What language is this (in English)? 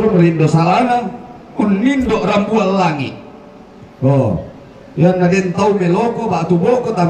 Toraja-Sa'dan